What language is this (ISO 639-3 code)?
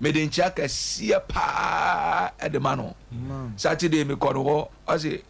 aka